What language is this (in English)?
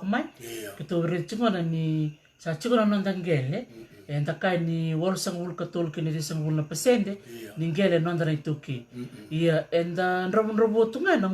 Fijian